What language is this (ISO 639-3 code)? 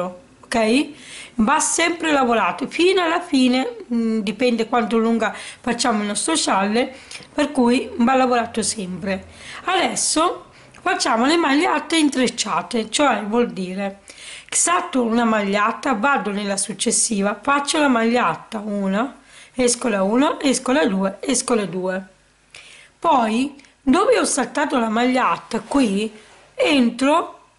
ita